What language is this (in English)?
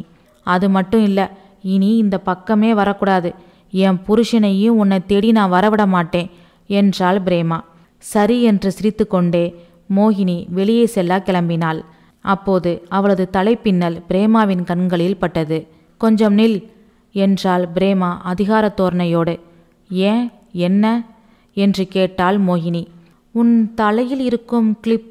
Tamil